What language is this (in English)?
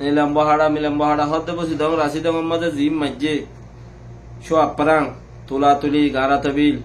Rohingya